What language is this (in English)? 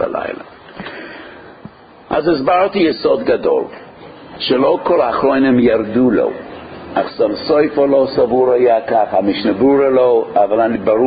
Hebrew